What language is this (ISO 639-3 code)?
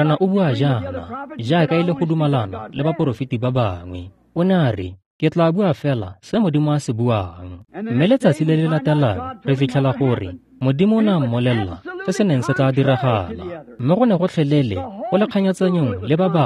tsn